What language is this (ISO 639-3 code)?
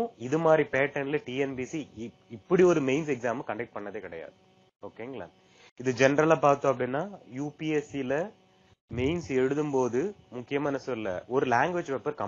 tam